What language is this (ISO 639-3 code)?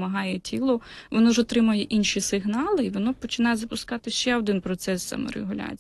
ukr